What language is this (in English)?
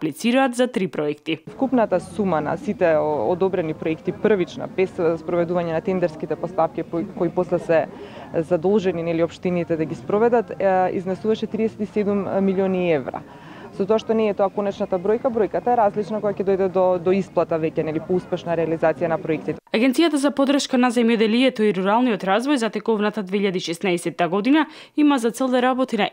Macedonian